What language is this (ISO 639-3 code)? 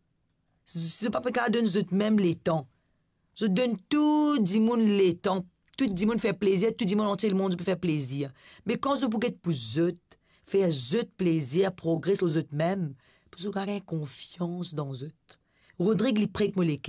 mfe